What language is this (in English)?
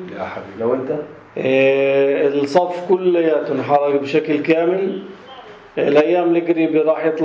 North Levantine Arabic